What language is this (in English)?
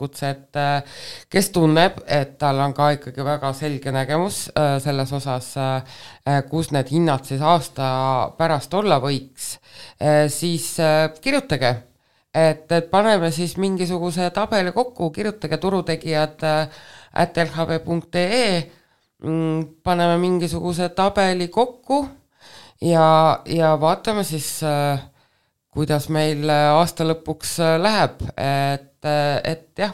Estonian